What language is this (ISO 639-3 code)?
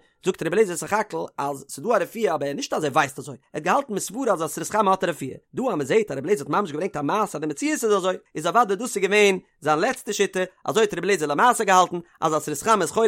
yid